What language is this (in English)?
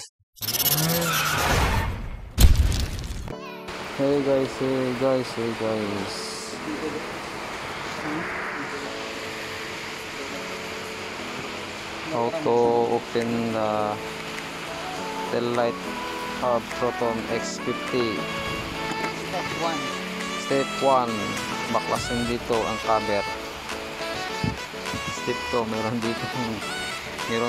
Filipino